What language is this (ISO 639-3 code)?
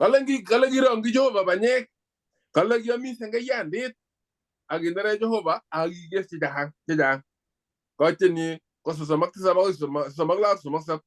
kln